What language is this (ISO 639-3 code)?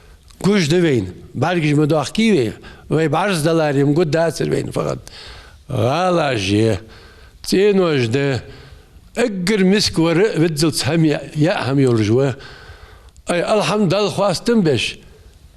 inh